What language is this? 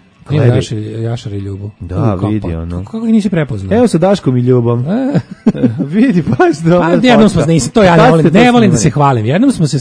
Serbian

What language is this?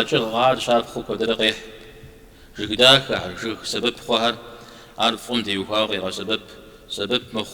Kabardian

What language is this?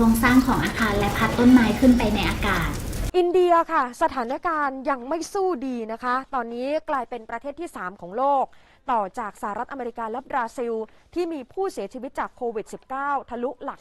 Lao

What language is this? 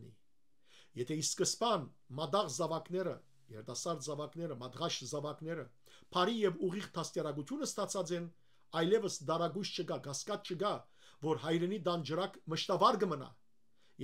Western Armenian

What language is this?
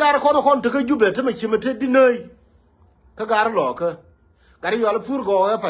Nuer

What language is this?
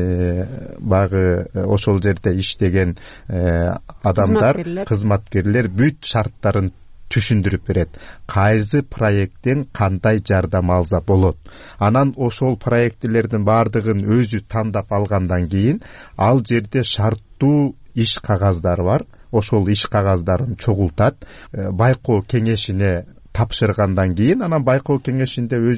Kyrgyz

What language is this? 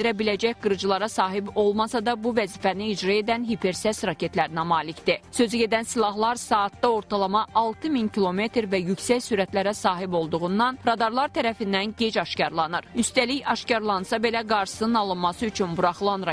Azerbaijani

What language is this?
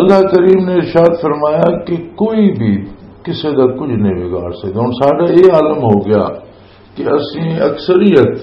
Western Panjabi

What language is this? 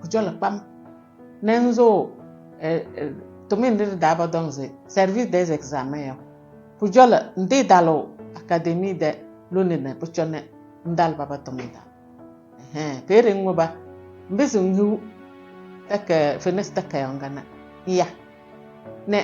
Kabiyè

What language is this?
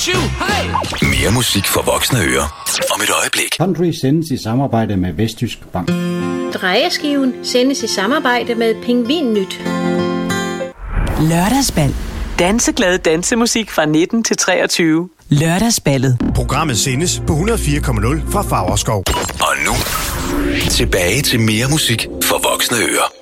Danish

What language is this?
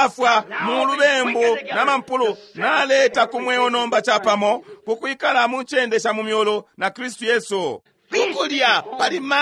Bemba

